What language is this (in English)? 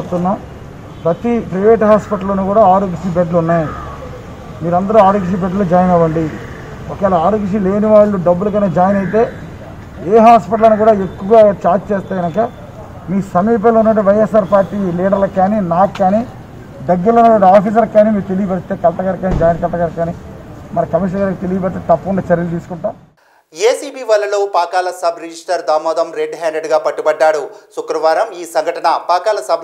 Telugu